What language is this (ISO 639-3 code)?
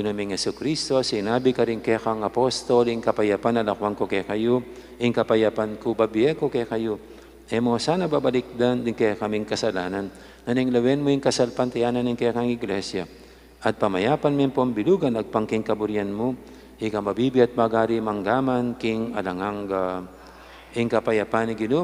pam